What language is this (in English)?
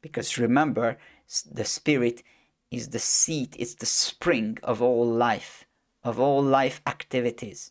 English